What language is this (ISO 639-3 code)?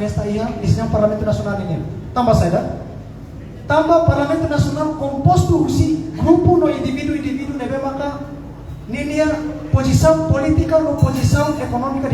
tet